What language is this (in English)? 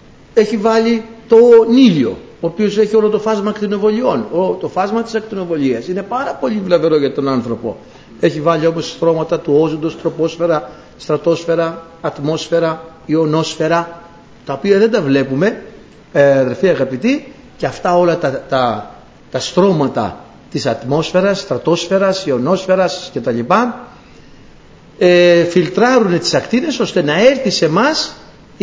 Greek